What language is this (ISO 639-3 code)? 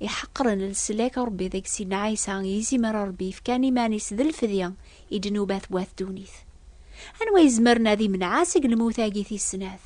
kab